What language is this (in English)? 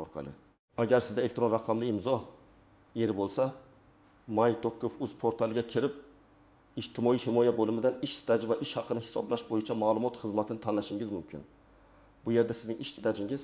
Uzbek